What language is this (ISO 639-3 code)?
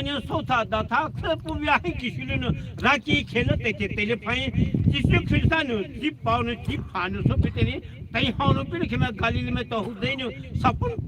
pmx